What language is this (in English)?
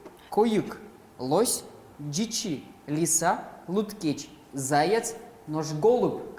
Udmurt